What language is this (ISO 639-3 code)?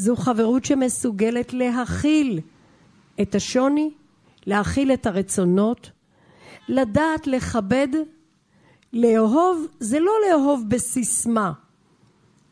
heb